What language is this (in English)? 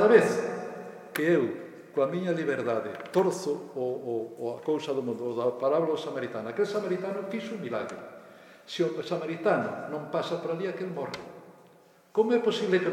Galician